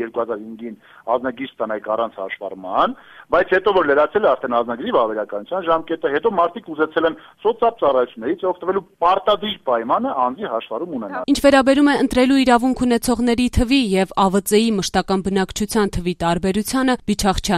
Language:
Armenian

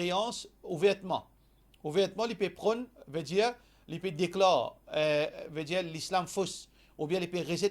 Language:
Morisyen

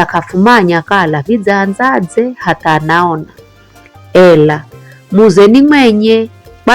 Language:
Giryama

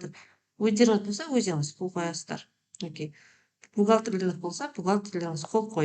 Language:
Kazakh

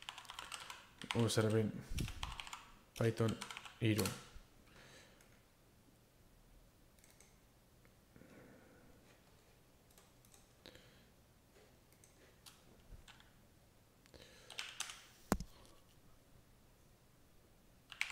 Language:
Basque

